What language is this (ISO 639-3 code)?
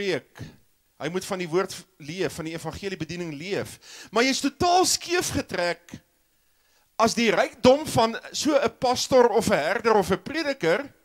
afr